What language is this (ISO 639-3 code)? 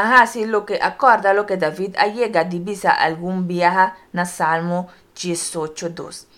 pap